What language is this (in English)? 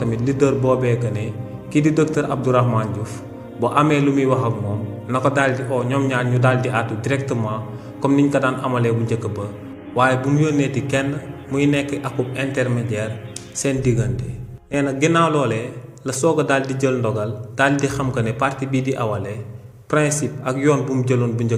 Wolof